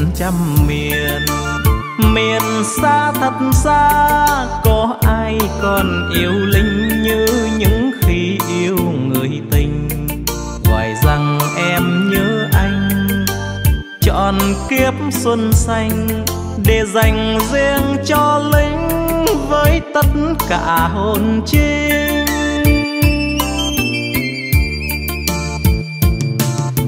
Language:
Vietnamese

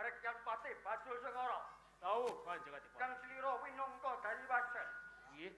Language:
Javanese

